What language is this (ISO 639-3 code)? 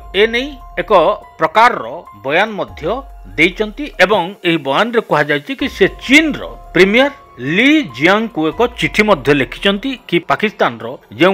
ori